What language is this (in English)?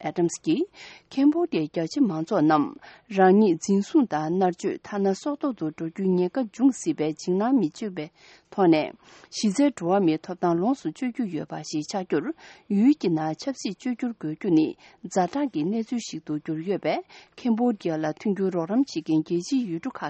Tibetan